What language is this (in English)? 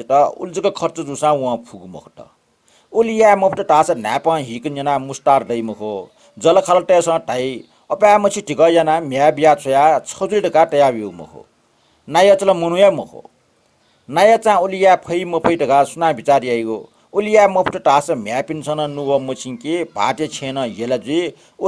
Newari